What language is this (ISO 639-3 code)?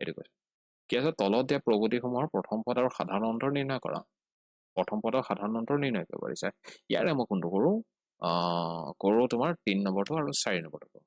asm